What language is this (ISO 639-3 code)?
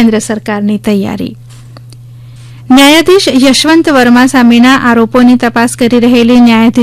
guj